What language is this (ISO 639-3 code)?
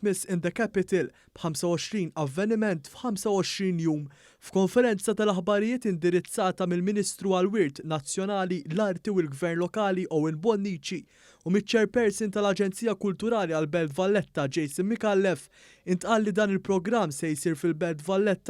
mlt